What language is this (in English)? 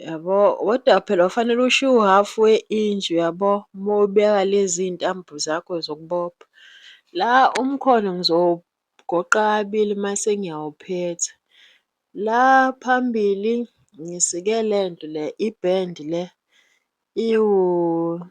Zulu